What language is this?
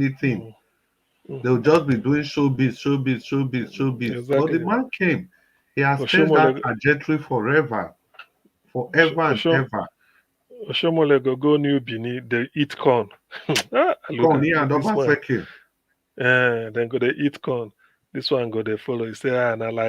Nigerian Pidgin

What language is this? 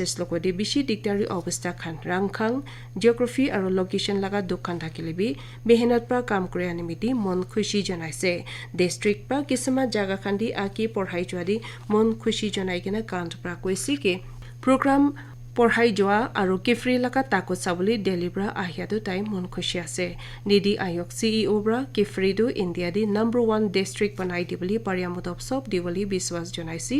Naga Pidgin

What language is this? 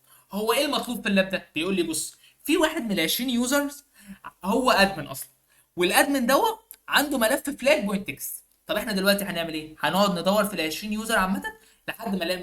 Egyptian Arabic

